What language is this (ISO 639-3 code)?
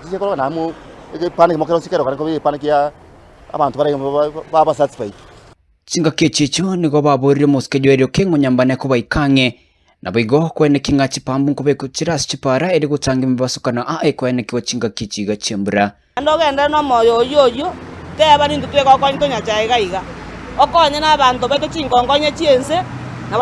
guz